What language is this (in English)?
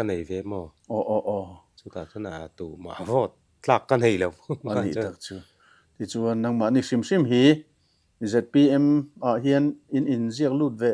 Mizo